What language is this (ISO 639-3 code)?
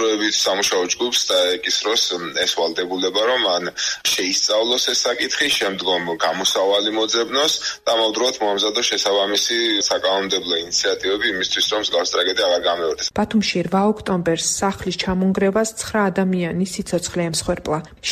kat